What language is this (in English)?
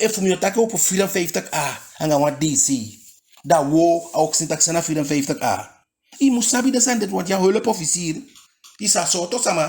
Eastern Maroon Creole